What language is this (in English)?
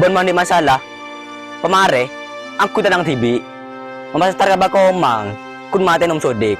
Madurese